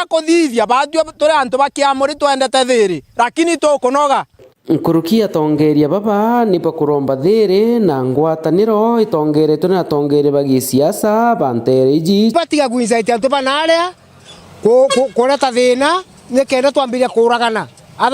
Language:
Meru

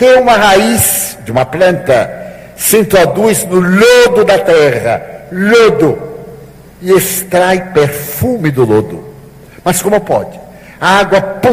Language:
Portuguese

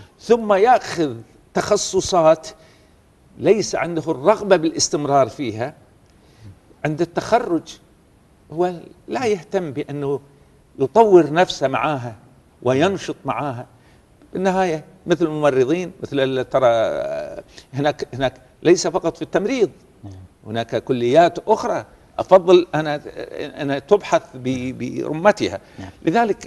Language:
Arabic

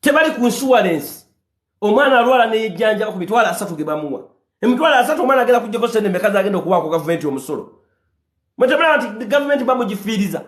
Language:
Ganda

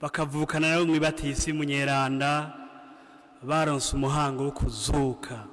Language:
Rundi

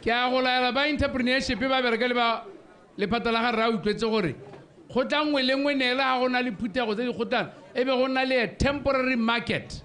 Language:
Tswana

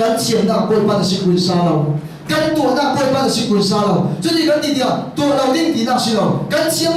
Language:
Falam Chin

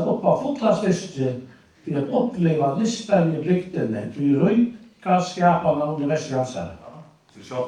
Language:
Faroese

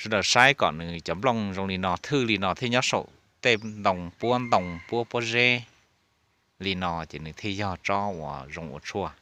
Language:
Hmong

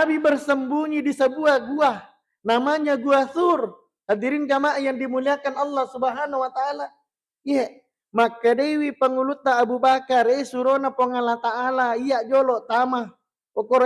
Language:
Buginese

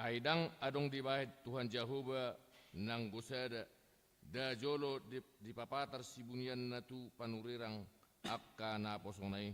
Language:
Batak Toba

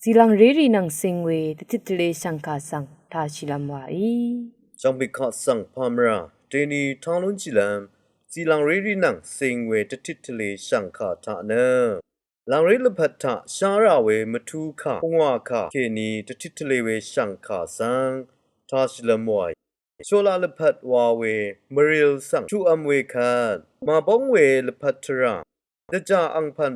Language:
Rawang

